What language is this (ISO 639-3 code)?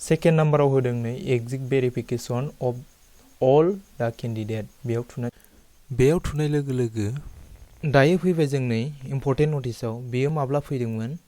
brx